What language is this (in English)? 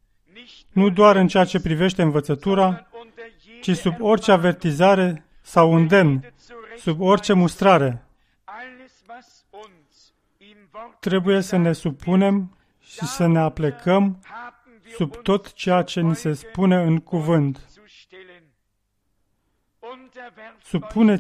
Romanian